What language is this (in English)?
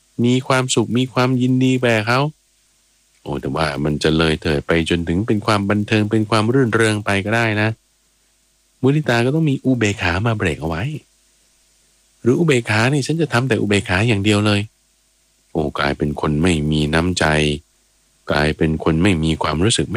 Thai